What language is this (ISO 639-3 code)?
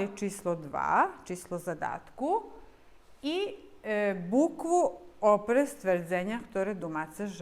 rue